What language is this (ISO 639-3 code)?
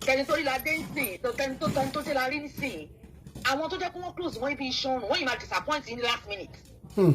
yor